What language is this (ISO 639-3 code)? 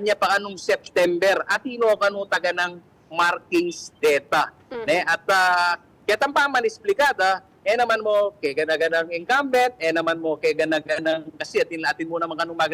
pam